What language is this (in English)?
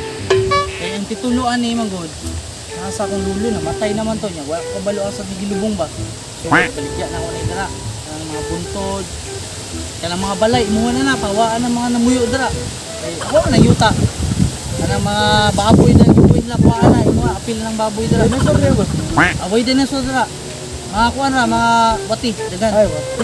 Cebuano